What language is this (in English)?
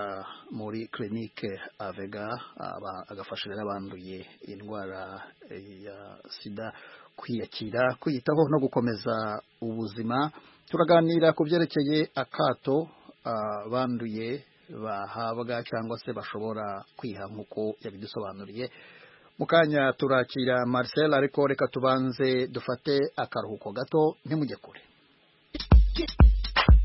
Kinyarwanda